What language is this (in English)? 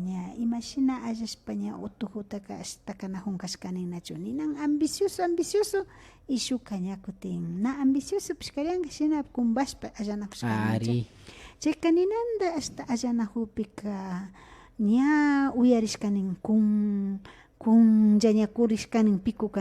Imbabura Highland Quichua